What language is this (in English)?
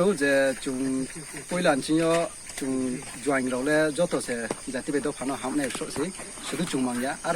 Riang (India)